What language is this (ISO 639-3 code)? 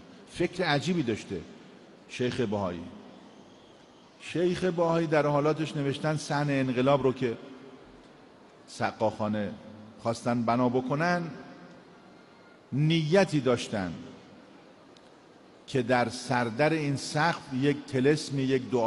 fas